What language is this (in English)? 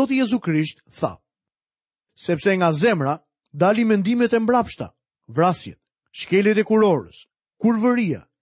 Albanian